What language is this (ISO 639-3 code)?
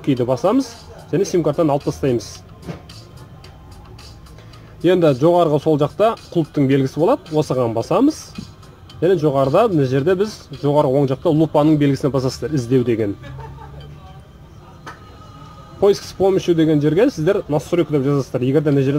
kaz